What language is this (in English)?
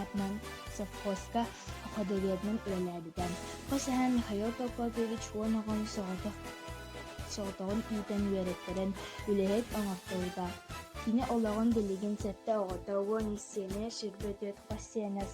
Yakut